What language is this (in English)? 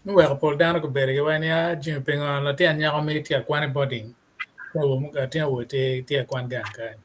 Acoli